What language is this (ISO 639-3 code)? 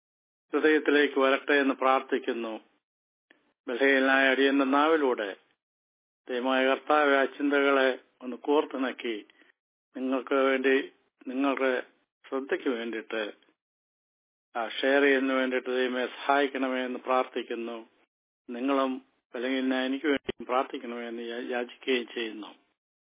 mal